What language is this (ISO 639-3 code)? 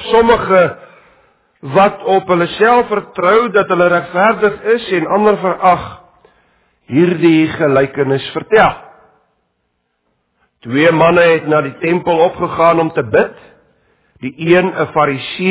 afr